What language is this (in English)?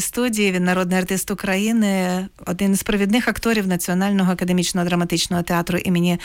Ukrainian